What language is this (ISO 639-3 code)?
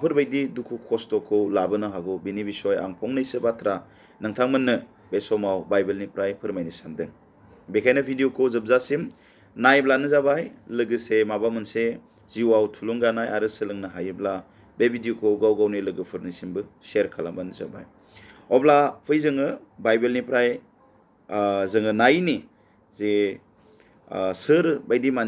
brx